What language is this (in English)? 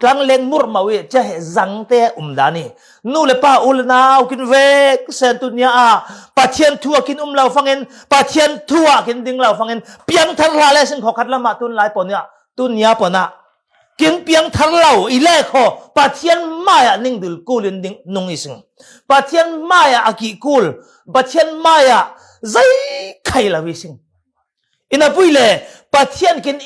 Falam Chin